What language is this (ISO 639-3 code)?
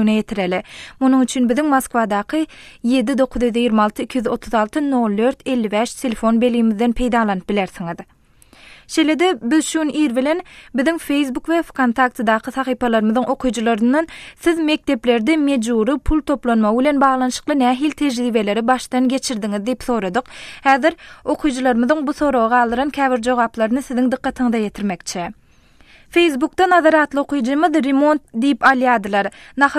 tuk